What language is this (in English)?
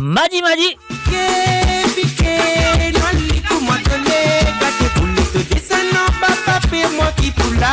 Morisyen